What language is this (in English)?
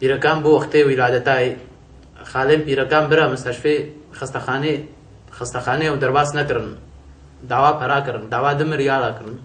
Kurdish